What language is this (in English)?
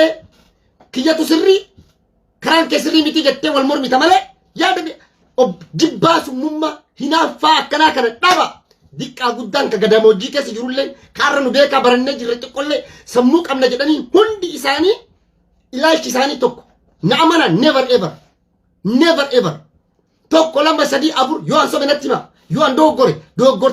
Oromo